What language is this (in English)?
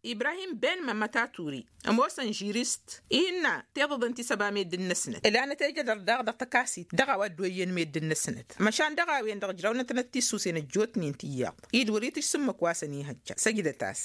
Tamasheq